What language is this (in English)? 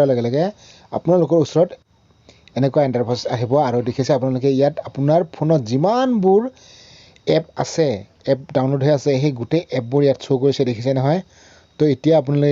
Assamese